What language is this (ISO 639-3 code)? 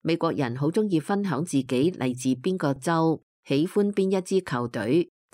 yue